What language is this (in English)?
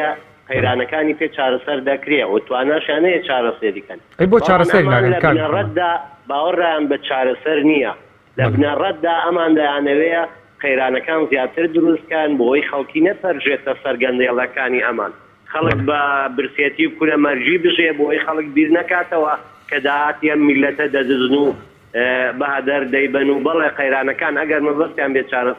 Central Kurdish